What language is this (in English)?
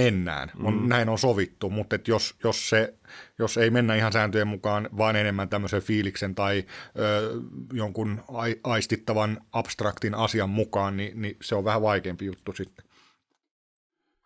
Finnish